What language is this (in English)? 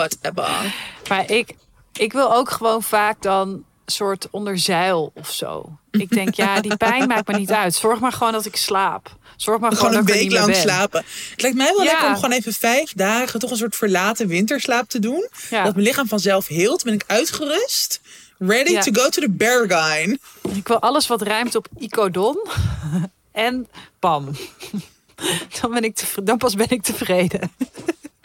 Dutch